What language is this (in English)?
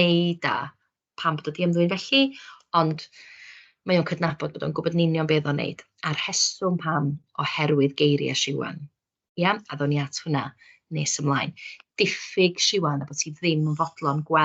Welsh